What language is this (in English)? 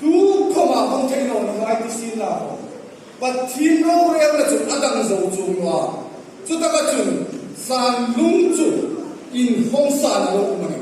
Hmar